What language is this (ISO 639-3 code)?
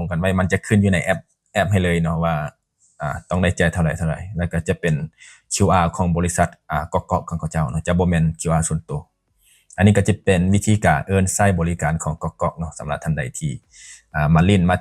lao